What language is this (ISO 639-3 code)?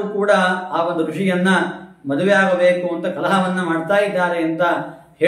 kan